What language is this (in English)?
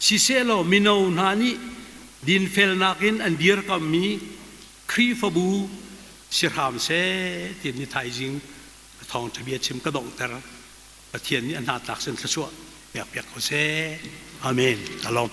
Hakha Chin